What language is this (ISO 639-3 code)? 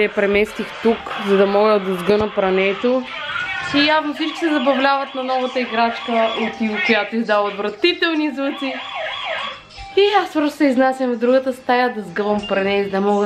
bul